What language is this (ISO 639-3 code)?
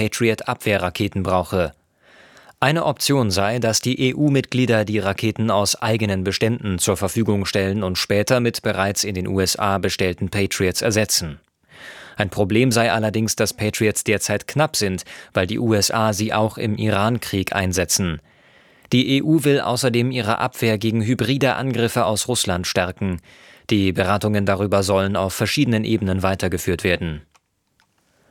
deu